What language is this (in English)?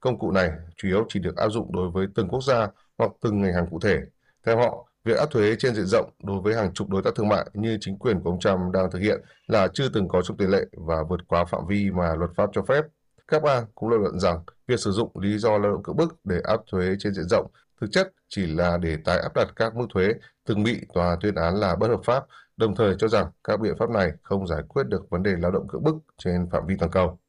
Vietnamese